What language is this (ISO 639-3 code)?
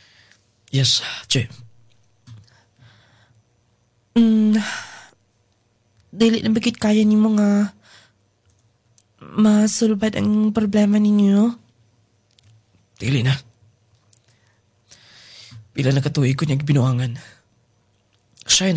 ceb